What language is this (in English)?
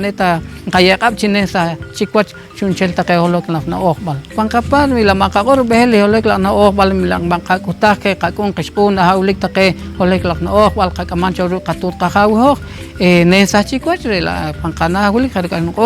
Poqomchi'